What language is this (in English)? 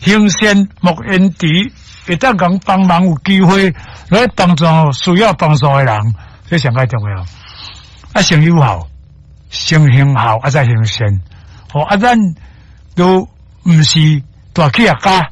Min Nan Chinese